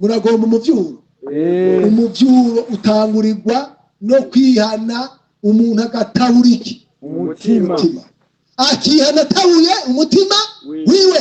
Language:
Rundi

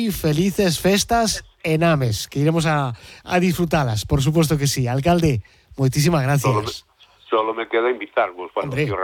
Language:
Galician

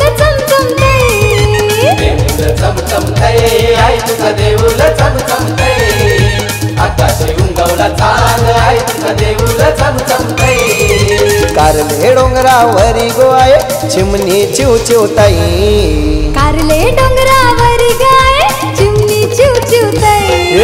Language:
Marathi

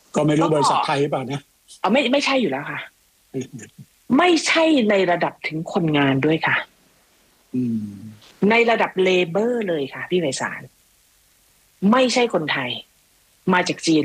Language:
Thai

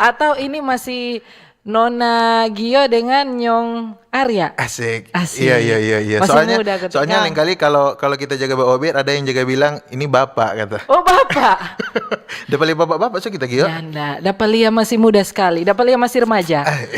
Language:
Manado Malay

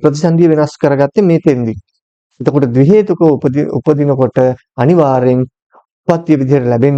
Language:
Sinhala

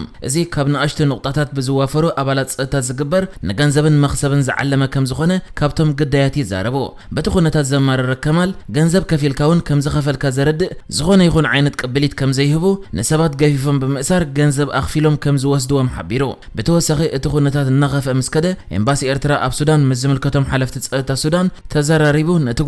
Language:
Tigrinya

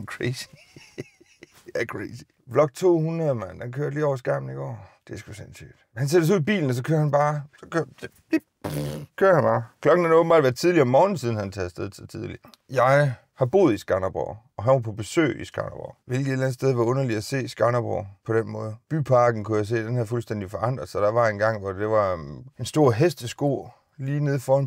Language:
Danish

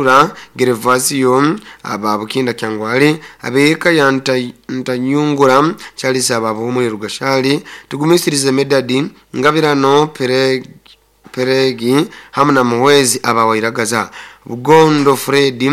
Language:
Nyoro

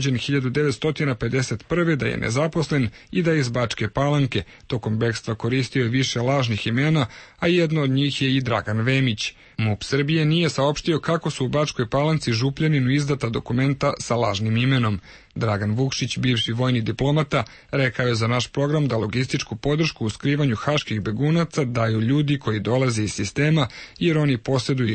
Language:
Serbian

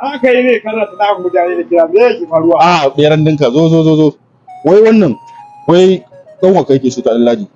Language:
Hausa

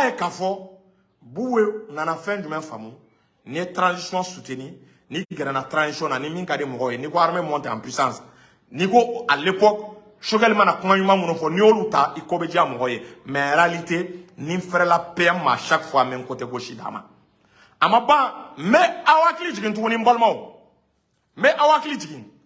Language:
Bambara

